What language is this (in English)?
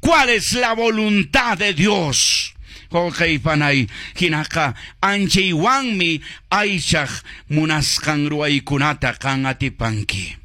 Quechua